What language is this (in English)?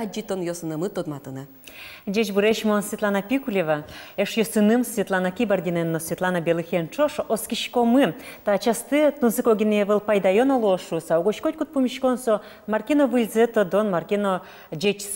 Udmurt